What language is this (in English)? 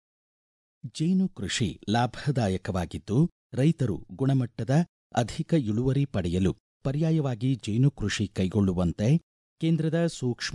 Kannada